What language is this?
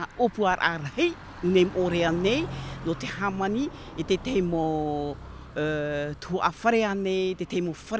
Tahitian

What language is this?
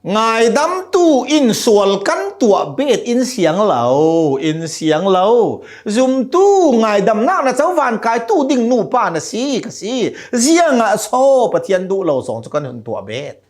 Hakha Chin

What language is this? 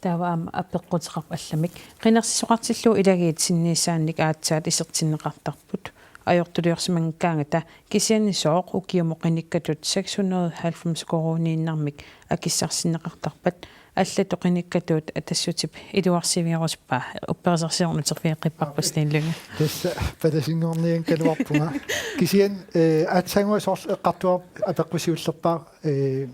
Kalaallisut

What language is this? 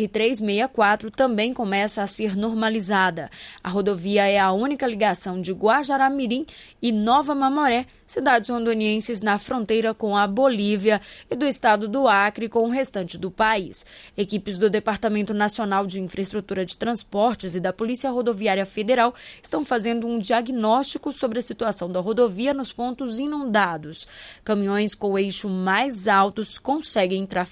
Portuguese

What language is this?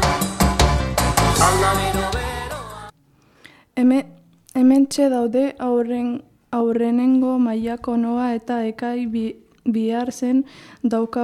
Basque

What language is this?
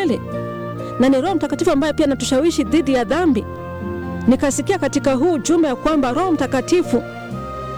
Swahili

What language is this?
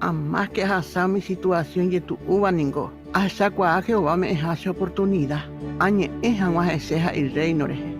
Guarani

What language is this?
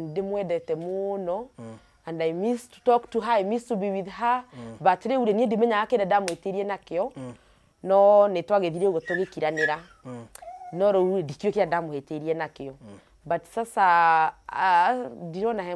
Kikuyu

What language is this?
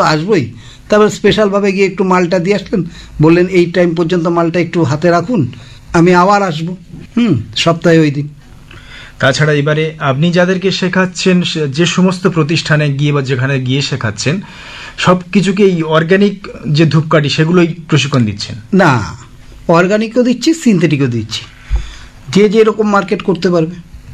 Bangla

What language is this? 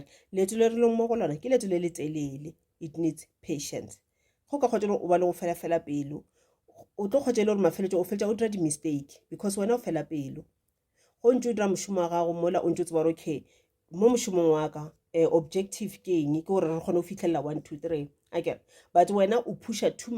Northern Sotho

